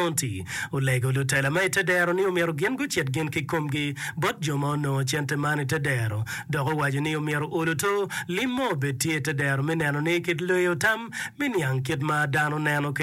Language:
Acoli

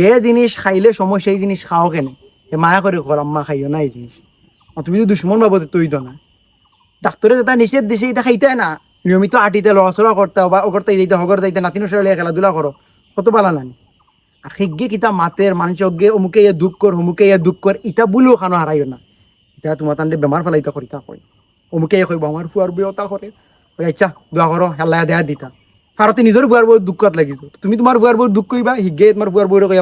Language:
Sylheti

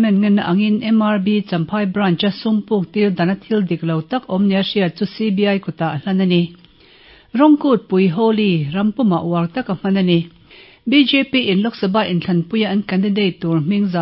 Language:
Mizo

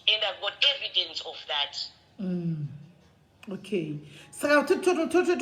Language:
Shona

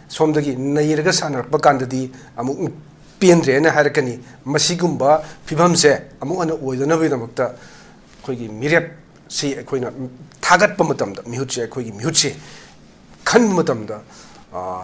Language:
Manipuri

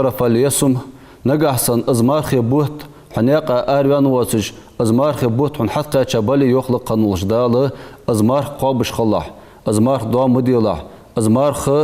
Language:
Ingush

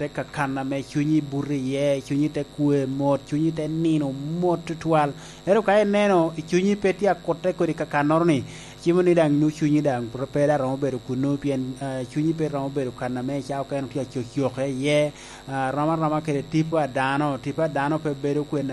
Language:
Lango (Uganda)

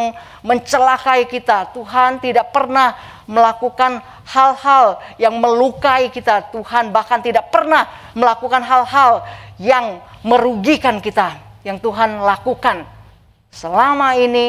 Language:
Indonesian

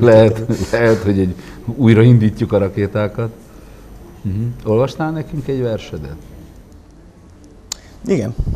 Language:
Hungarian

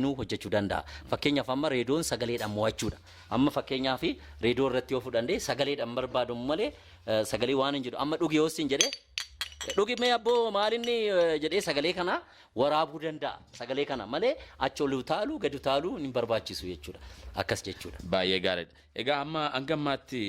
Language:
Oromo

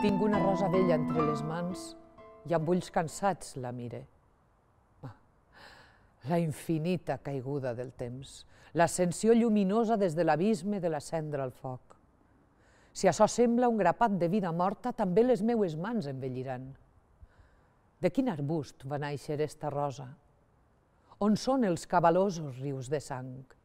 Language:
Catalan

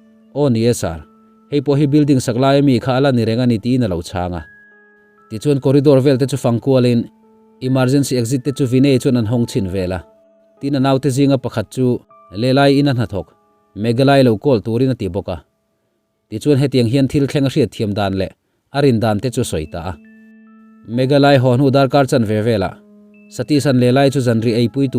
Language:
Mizo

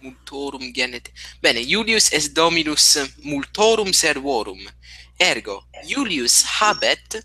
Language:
Latin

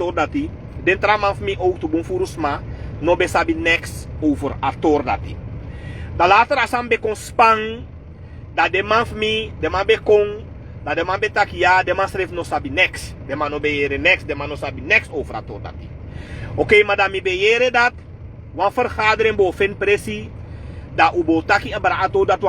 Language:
Sranan Tongo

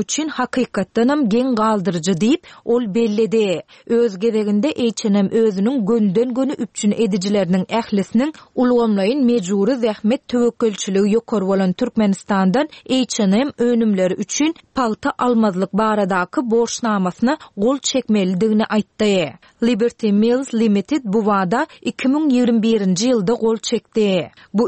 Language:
Turkmen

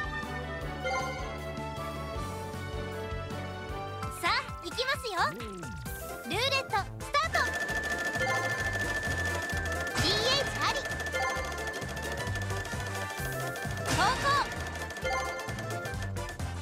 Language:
Japanese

